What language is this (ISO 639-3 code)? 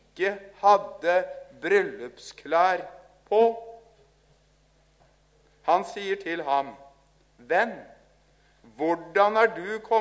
nor